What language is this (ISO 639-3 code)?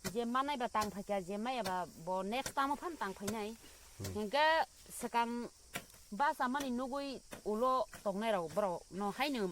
trp